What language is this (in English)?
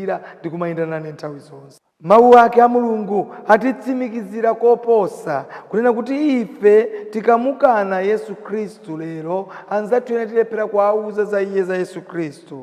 Nyanja